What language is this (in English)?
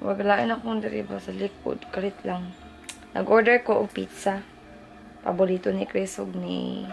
Cebuano